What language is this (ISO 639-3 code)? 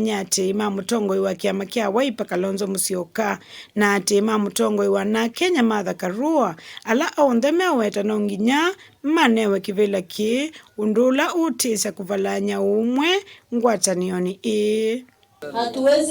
kam